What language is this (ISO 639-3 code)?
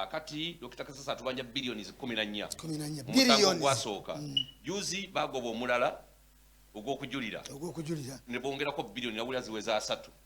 lug